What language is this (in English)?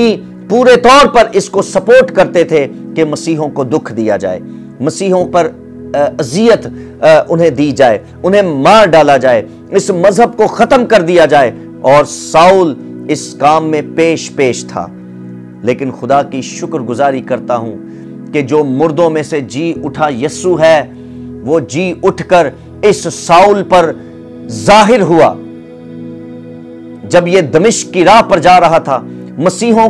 Urdu